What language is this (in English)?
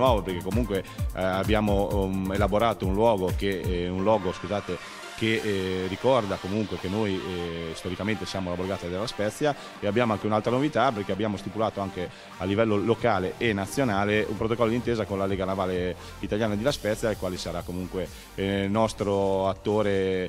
Italian